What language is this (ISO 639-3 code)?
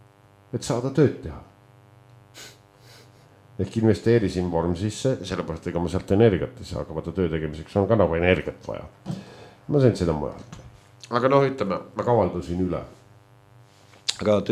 est